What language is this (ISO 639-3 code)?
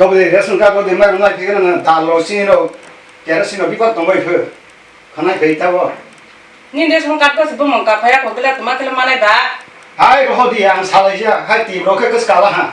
trp